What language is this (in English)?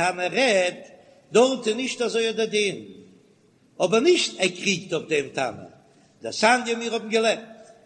Yiddish